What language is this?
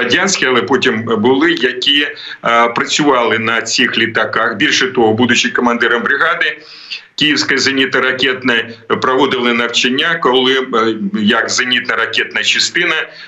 Ukrainian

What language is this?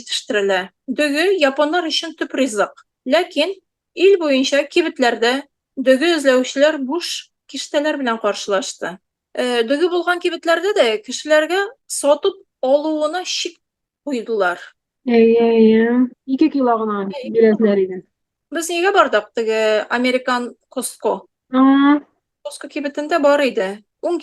Tatar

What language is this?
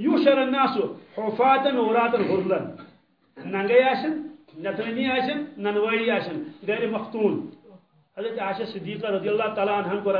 Kashmiri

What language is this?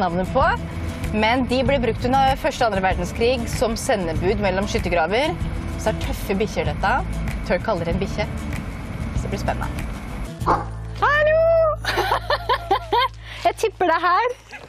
Norwegian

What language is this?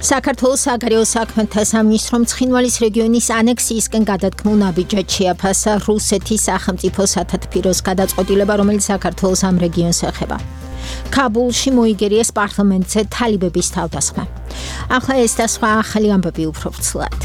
Georgian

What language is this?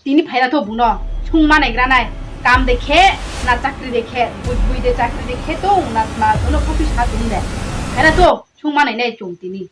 Riang (India)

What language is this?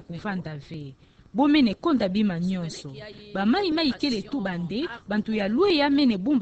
Kituba (Democratic Republic of Congo)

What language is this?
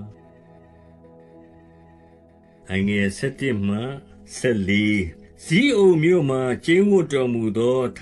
Burmese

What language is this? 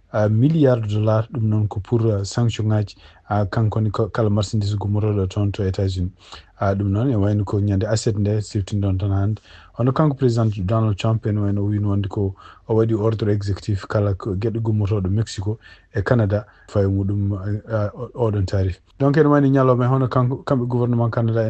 Fula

